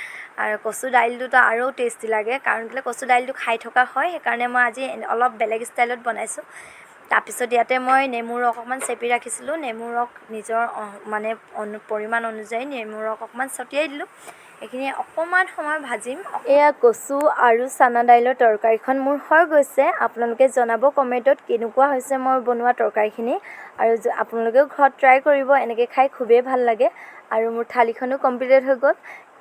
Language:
Assamese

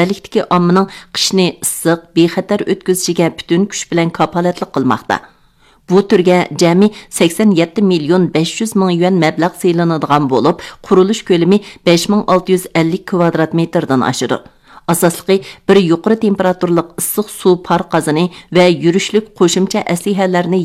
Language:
Uyghur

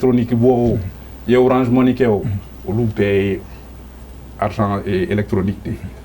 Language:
Bambara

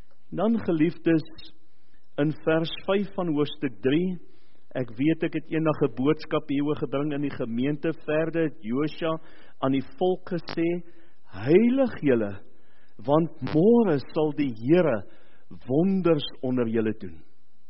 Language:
Afrikaans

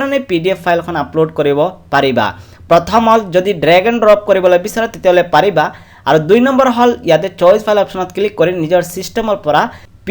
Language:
Assamese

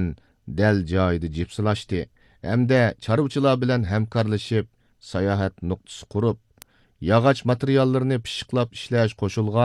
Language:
Uyghur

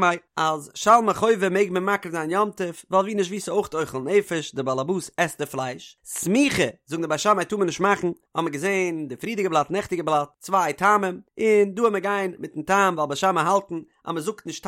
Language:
Yiddish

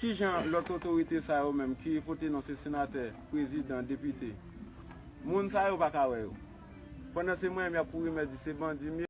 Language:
Haitian Creole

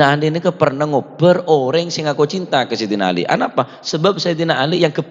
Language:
Madurese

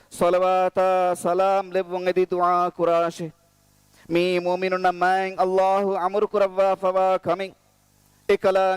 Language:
Divehi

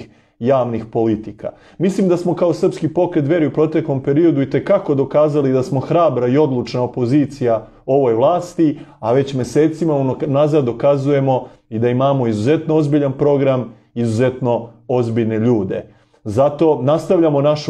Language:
Serbian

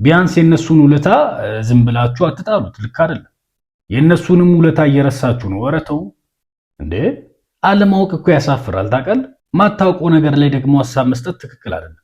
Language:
Amharic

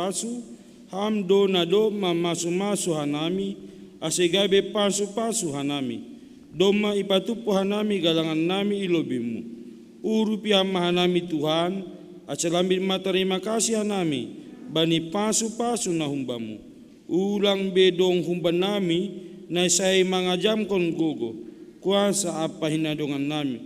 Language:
Batak Simalungun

